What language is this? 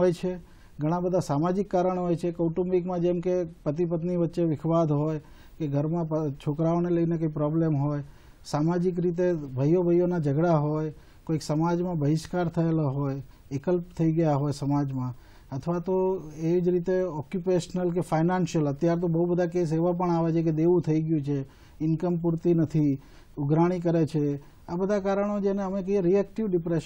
Gujarati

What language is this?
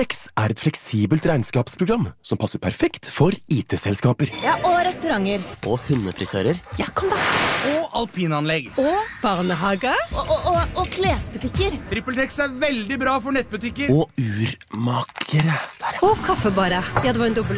Norwegian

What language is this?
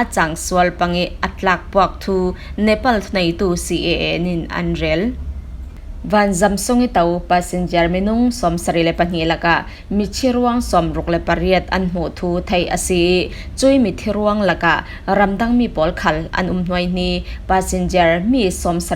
Falam Chin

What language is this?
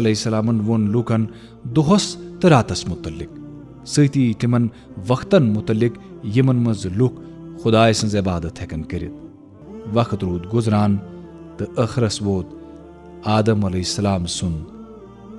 Kashmiri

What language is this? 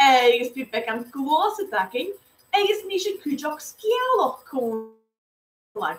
Scottish Gaelic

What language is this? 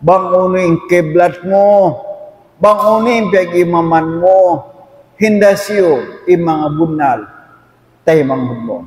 Tausug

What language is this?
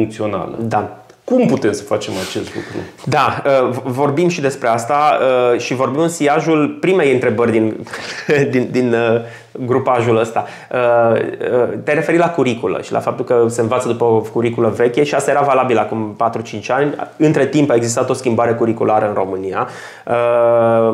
Romanian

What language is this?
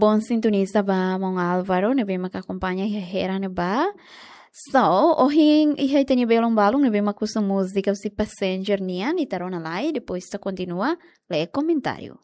Tetum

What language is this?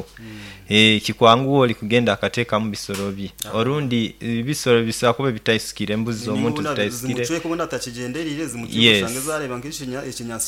Nyoro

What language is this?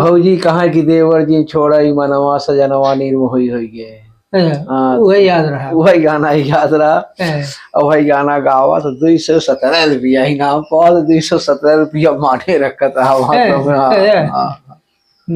Awadhi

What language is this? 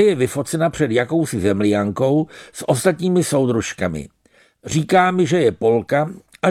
Czech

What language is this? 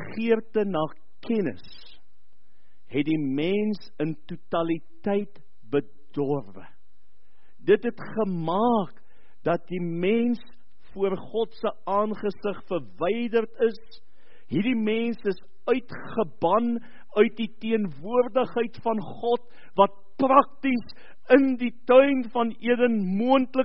Afrikaans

